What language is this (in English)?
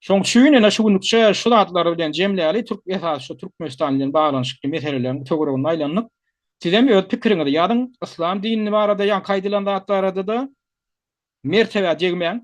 Turkmen